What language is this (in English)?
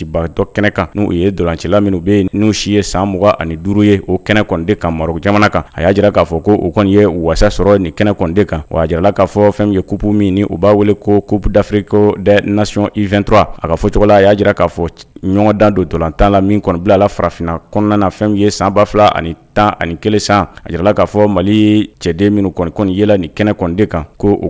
Bambara